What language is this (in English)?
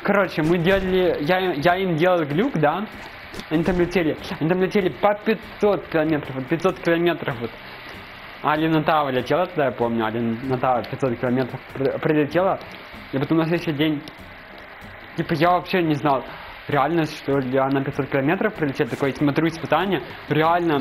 Russian